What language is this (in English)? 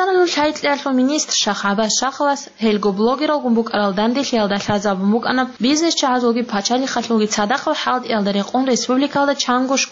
Avaric